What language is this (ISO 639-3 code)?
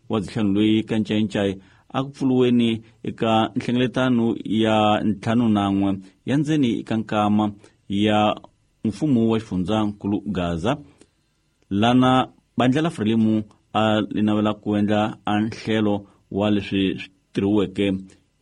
tso